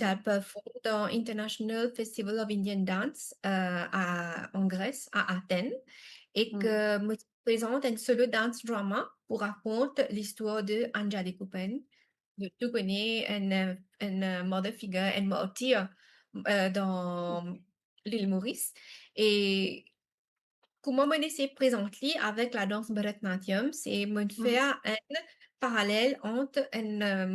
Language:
Morisyen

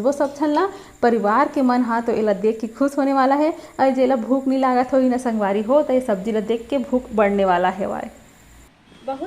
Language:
Chhattisgarhi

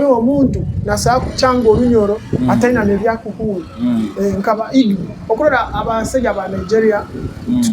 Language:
Nyoro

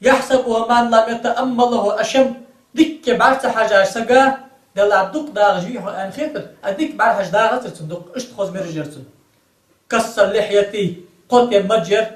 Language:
Ingush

